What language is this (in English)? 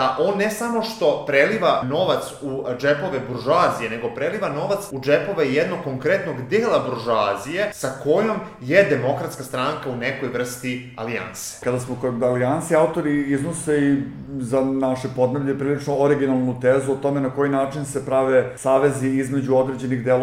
Serbian